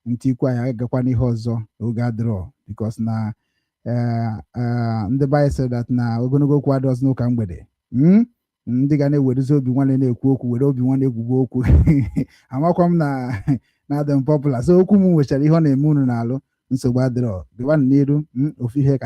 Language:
Igbo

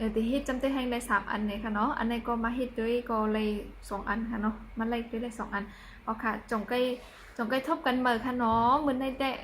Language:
Shan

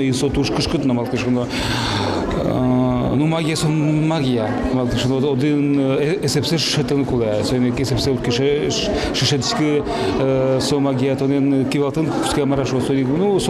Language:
Udmurt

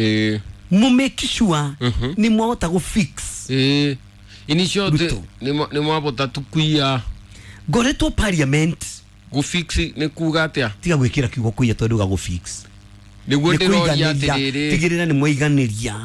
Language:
Kikuyu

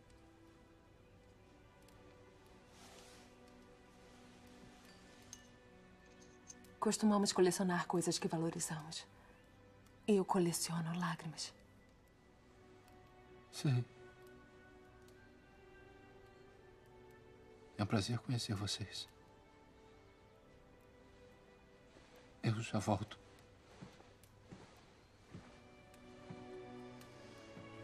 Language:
Portuguese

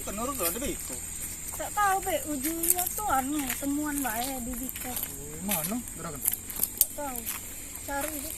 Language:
Musi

